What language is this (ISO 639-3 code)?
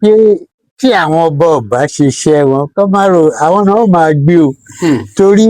yor